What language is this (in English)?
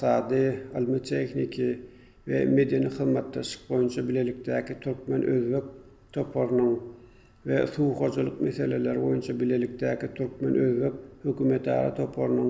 Turkmen